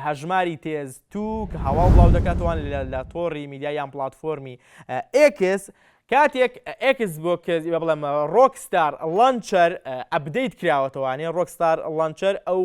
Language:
Central Kurdish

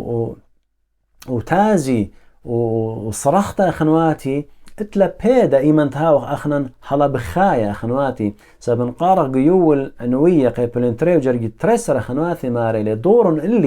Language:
Assyrian Neo-Aramaic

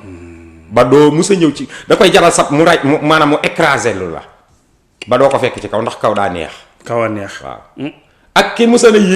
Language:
Wolof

